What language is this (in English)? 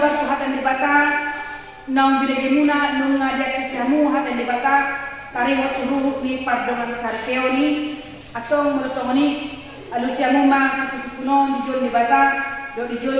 Batak Toba